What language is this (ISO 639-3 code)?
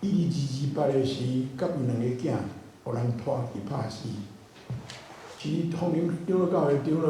nan